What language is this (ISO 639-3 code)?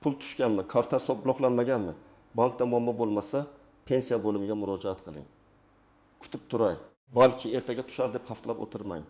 uzb